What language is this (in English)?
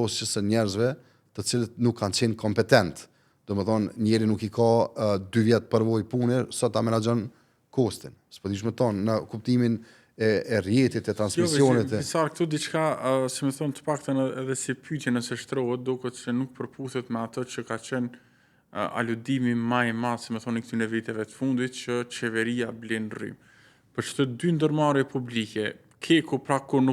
Albanian